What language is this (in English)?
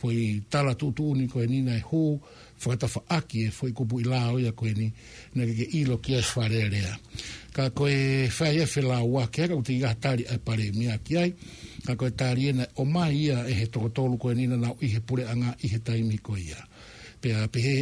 Tongan